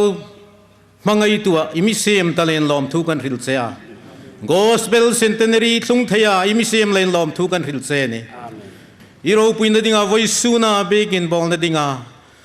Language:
Hmar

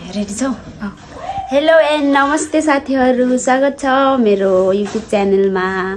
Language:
Nepali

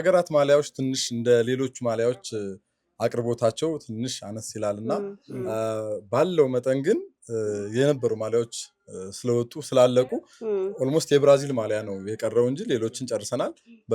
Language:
Amharic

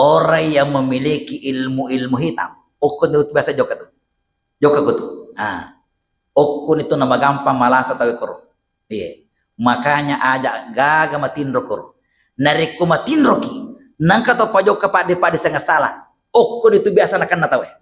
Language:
Buginese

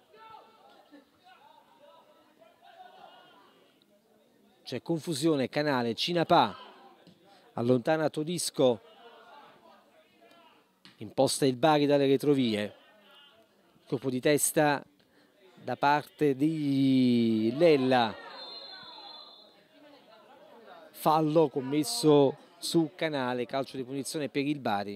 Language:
Italian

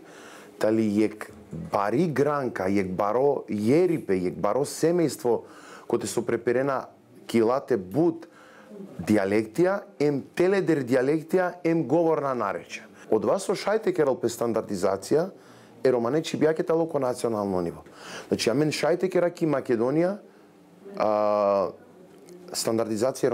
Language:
Macedonian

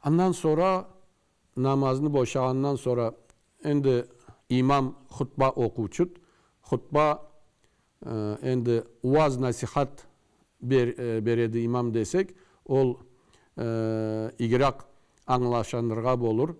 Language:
Karachay-Balkar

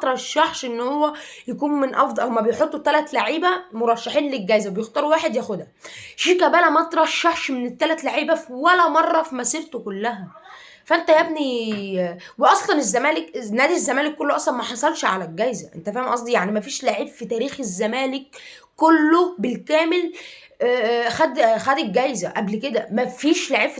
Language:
Egyptian Arabic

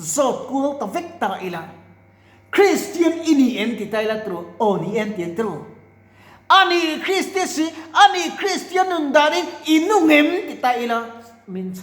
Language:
Mizo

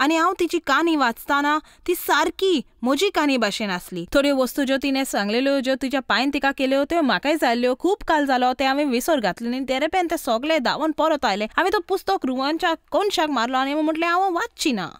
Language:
Konkani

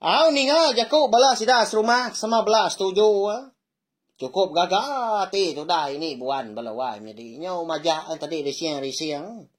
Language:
Iban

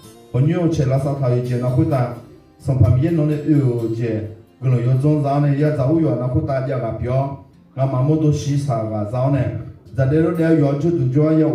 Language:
Akha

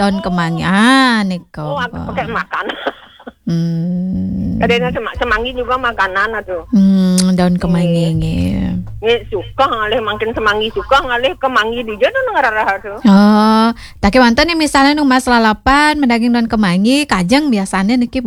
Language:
Balinese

